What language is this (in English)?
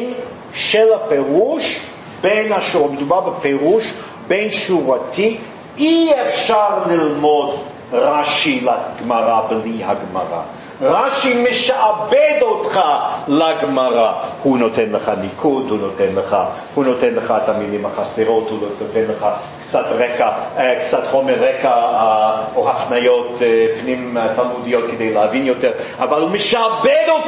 Hebrew